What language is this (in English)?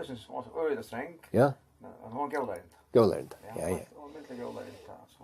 Faroese